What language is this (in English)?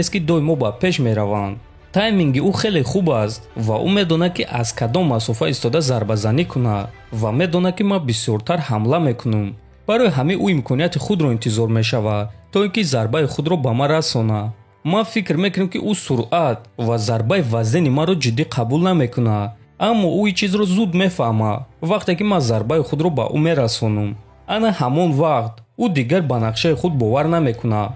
Tajik